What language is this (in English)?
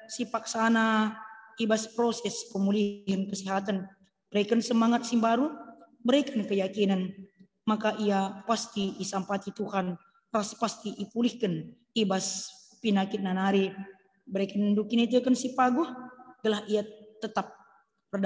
Batak Karo